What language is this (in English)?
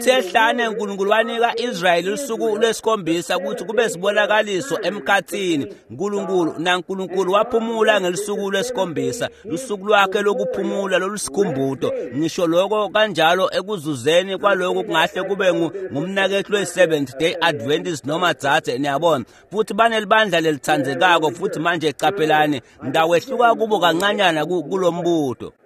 Swati